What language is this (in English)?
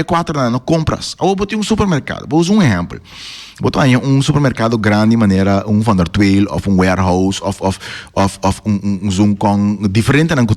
Papiamento